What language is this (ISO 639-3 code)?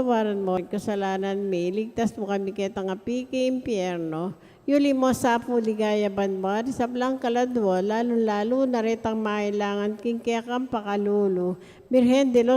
pam